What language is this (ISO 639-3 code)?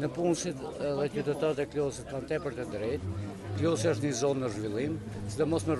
sqi